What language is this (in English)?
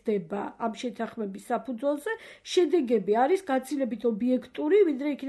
Georgian